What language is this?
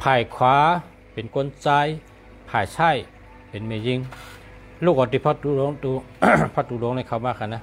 Shan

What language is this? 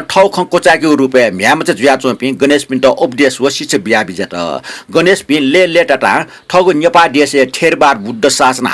Newari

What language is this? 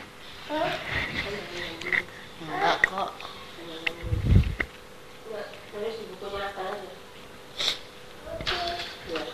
Indonesian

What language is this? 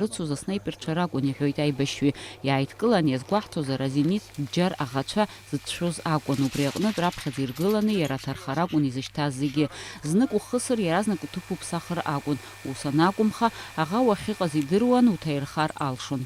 Abkhazian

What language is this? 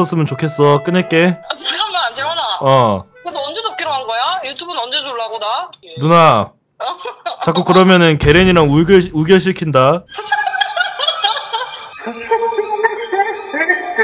Korean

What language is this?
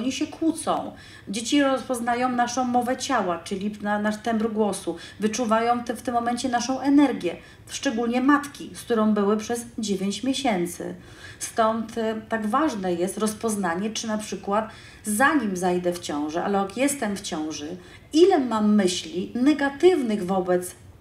Polish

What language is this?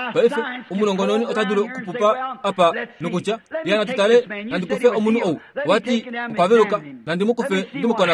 Kuanyama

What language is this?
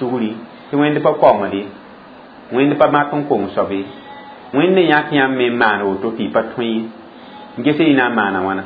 Mossi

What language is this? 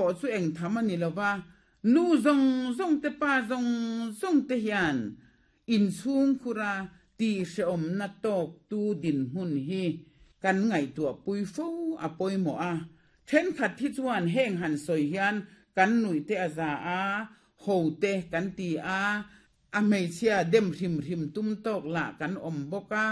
Mizo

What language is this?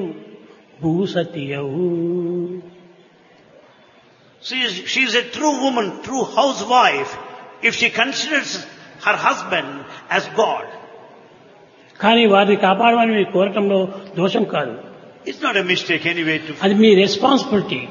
Telugu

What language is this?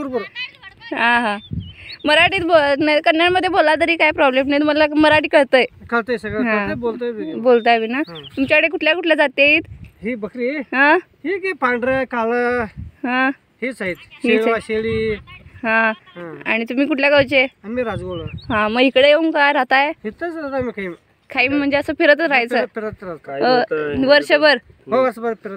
Marathi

